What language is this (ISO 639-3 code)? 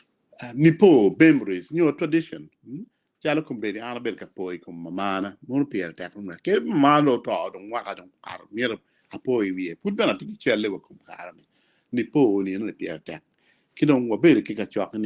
ach